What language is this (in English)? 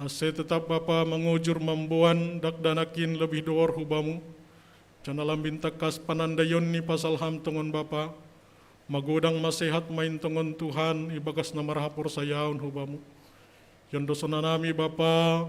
Batak Simalungun